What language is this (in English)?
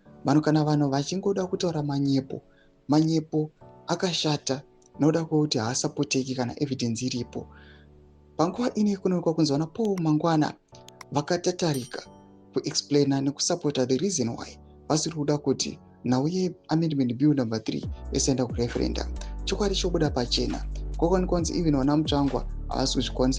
Shona